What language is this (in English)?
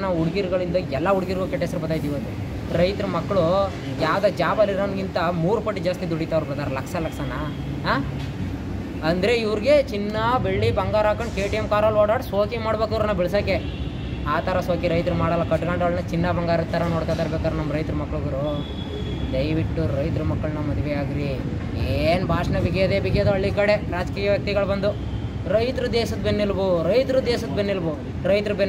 Kannada